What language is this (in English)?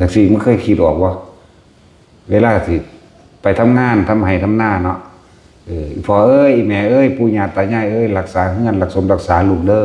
Northeastern Thai